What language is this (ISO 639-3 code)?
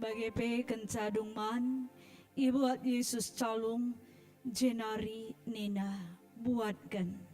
btx